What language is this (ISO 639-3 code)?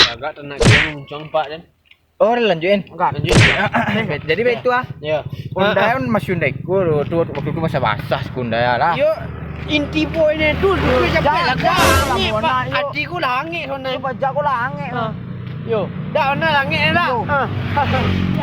min